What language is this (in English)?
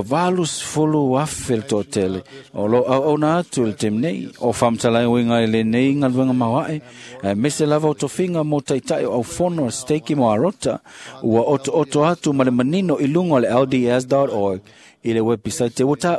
Samoan